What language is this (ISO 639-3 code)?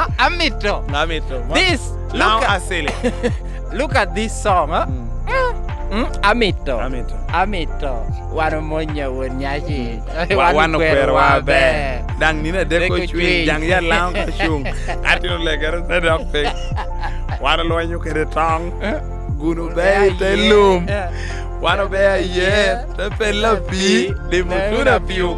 laj